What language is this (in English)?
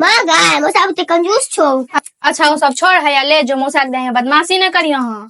Maithili